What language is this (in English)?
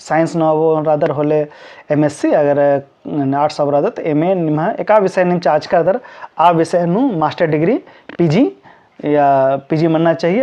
Kurukh